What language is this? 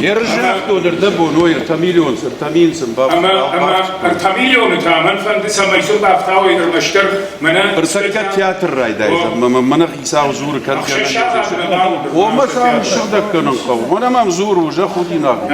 Ossetic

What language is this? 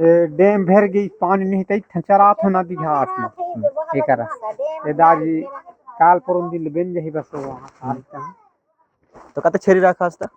Chhattisgarhi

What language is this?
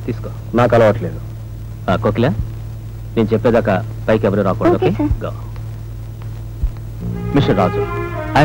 Telugu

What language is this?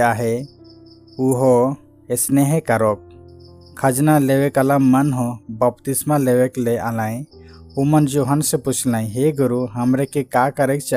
Sadri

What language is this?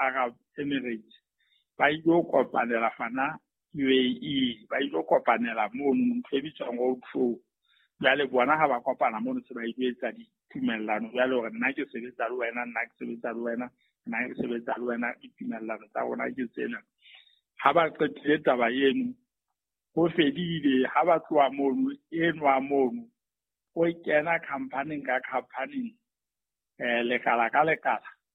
Southern Sotho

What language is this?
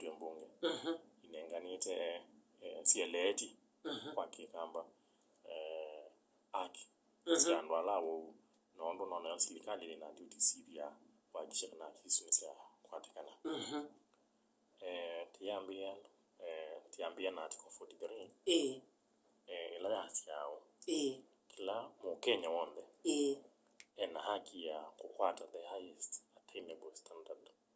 Kamba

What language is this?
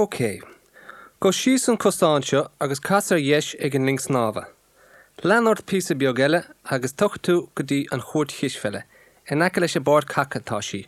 Irish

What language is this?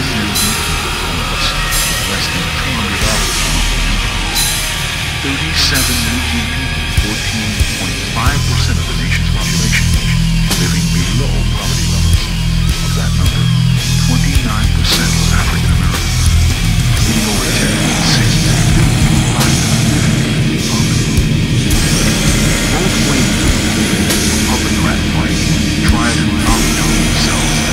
English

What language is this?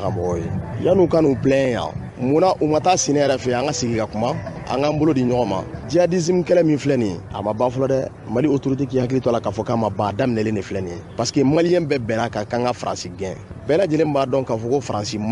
Bambara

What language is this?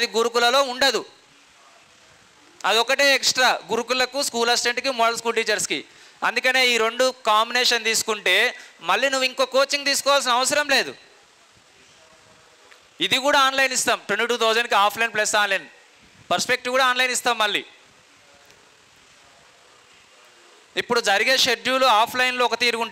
Telugu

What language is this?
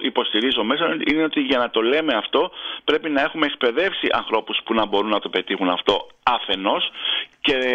Greek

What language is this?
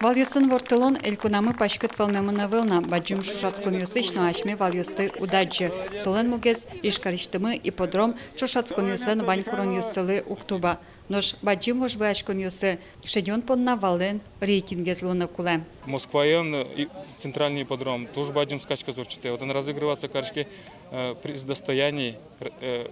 Udmurt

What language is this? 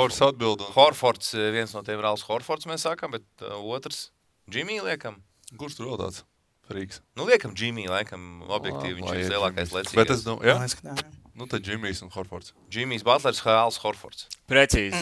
Latvian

